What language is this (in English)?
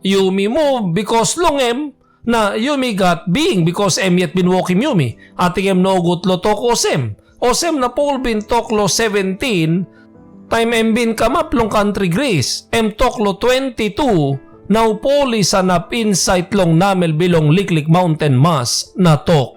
Tok Pisin